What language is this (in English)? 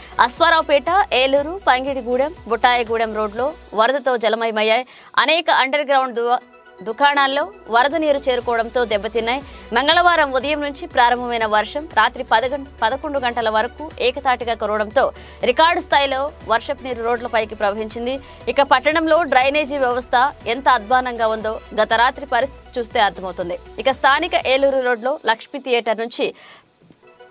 Telugu